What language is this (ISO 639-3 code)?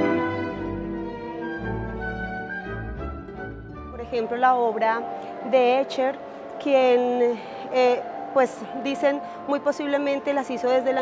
spa